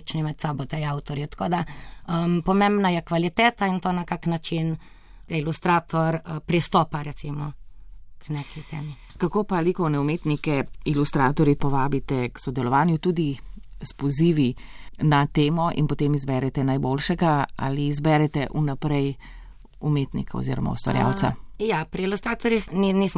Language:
Slovenian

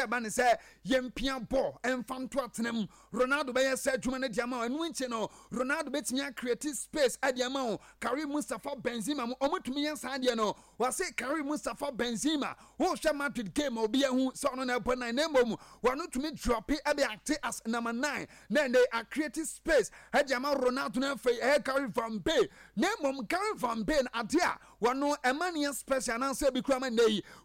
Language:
Akan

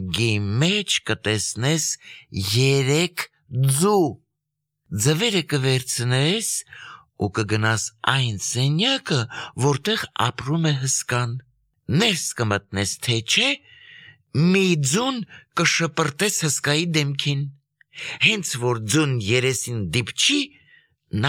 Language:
Armenian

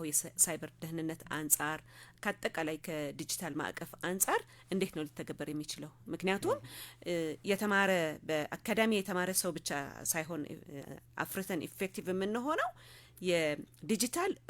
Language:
Amharic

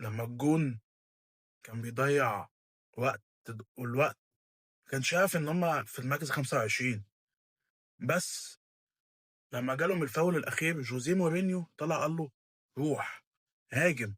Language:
Egyptian Arabic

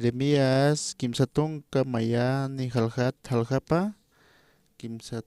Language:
Aymara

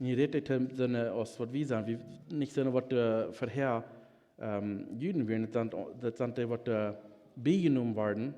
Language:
Plautdietsch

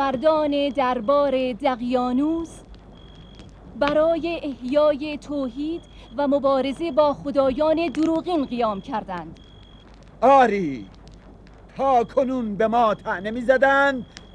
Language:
Persian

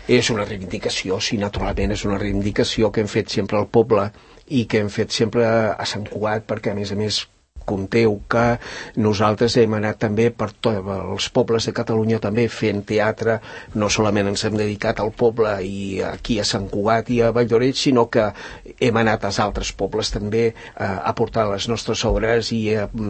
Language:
Catalan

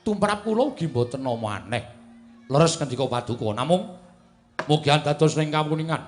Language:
Javanese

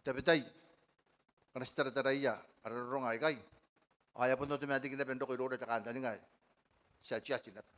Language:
Gilbertese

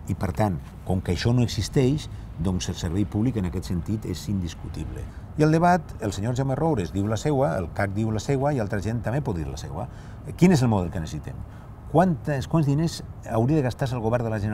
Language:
Catalan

